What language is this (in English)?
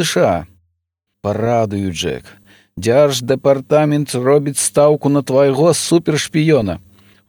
Belarusian